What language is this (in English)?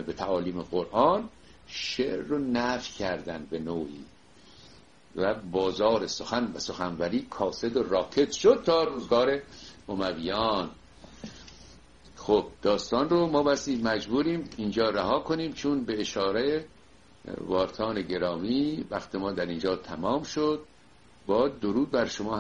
Persian